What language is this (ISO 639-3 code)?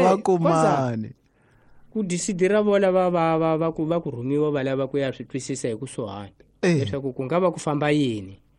tso